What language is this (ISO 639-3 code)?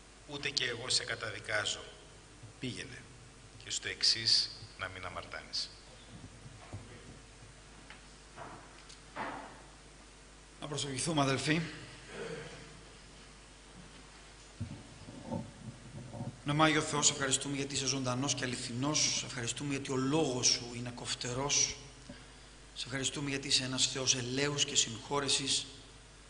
ell